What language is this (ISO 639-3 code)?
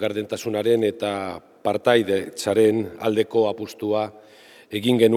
eus